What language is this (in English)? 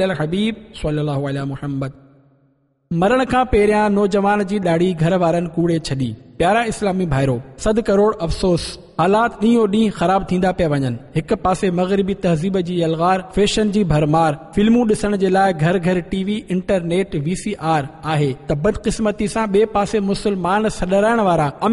Sindhi